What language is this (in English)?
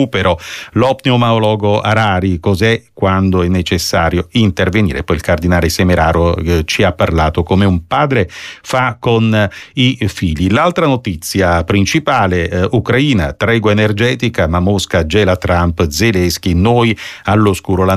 Italian